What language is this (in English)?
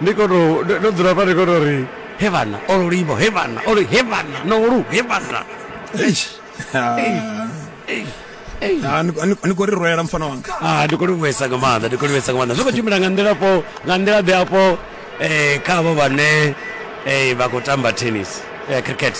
Venda